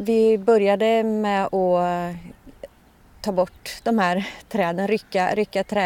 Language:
Swedish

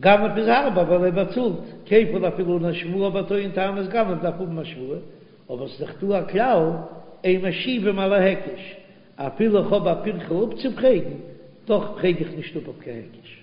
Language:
Yiddish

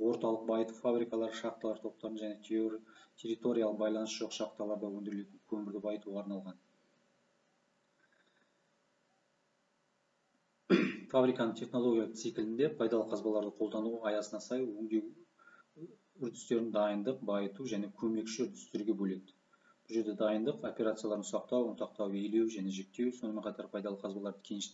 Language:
Kazakh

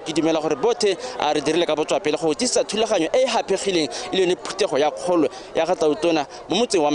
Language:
Tswana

